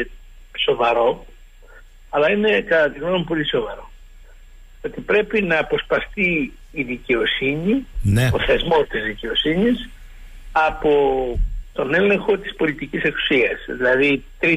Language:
Greek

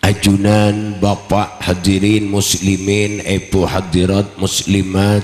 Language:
Madurese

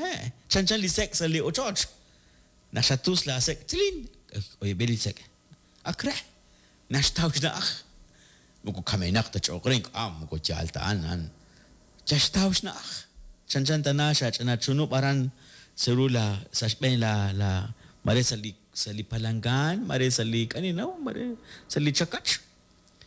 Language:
Kekchí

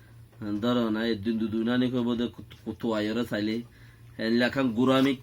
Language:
Rohingya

